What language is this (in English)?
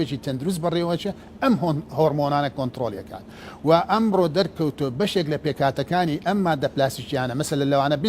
Central Kurdish